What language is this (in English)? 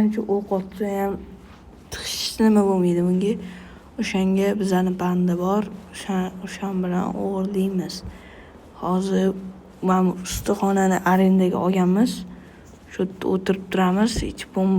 Uzbek